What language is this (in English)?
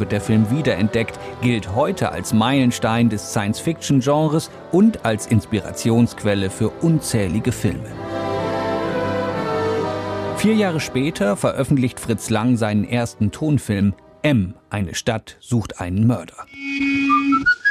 German